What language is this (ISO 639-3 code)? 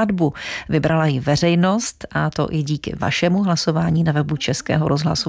ces